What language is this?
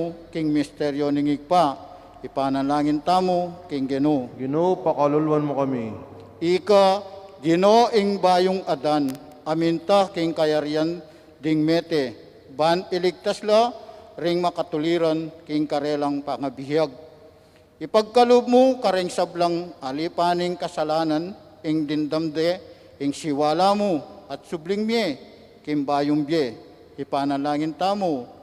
Pampanga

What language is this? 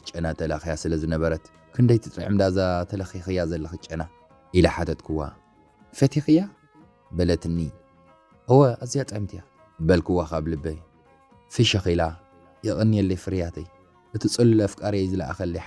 Tigrinya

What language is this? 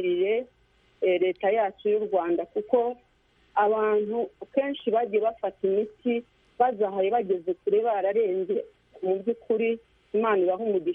Kinyarwanda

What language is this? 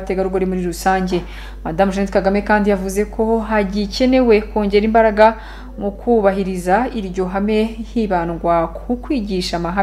Kinyarwanda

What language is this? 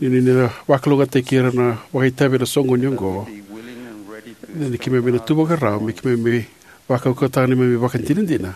Fijian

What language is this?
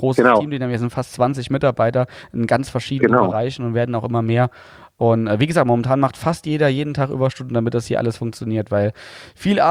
German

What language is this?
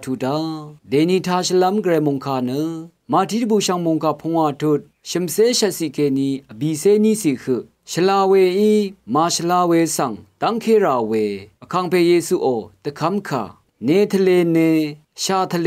Rawang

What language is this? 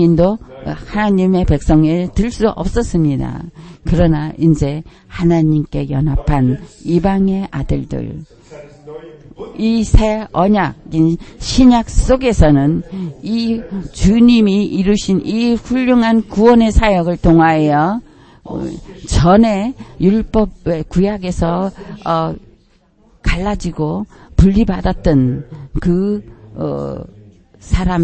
Korean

